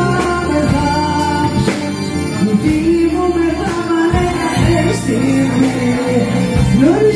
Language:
Greek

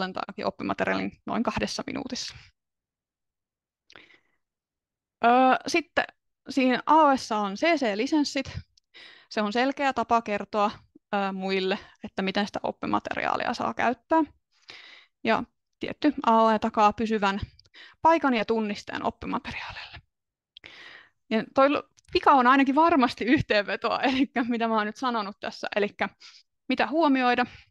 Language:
Finnish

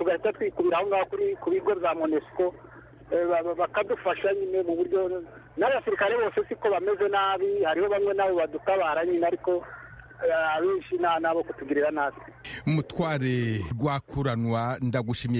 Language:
Kinyarwanda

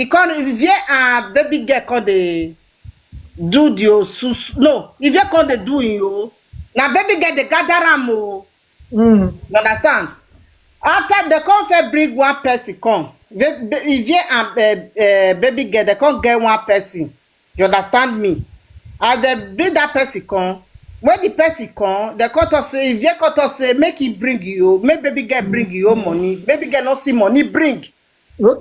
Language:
Nigerian Pidgin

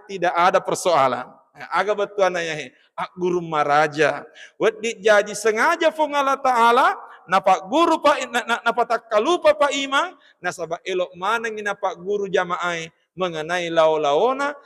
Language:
Buginese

